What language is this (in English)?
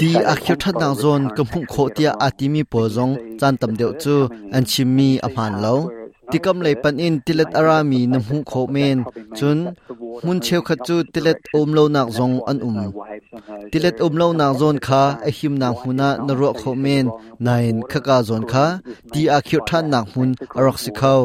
Hakha Chin